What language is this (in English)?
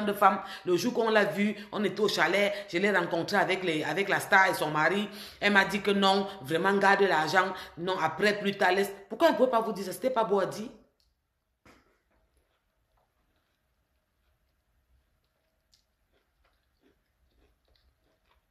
French